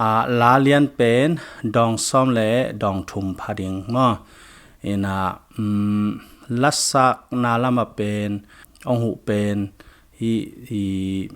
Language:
Tedim Chin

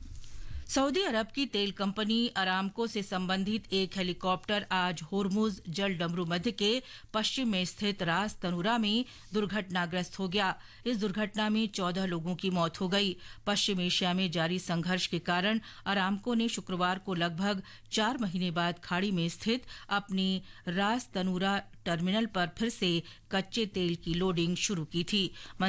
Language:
Hindi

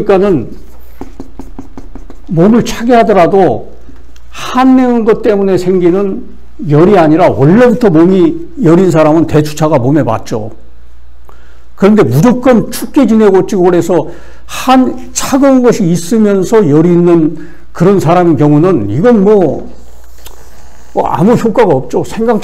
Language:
Korean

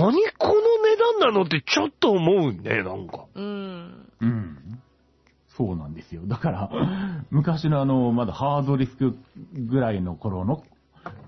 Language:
Japanese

